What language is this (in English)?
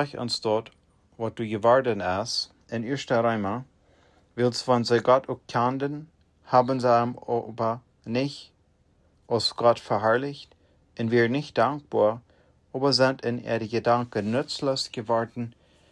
Plautdietsch